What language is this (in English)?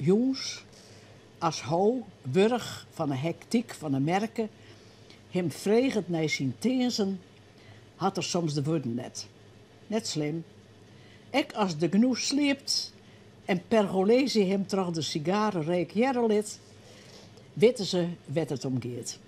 Western Frisian